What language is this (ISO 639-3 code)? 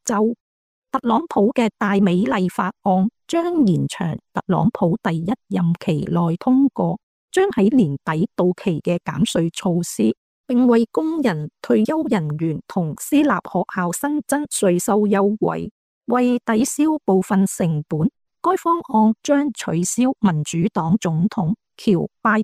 yue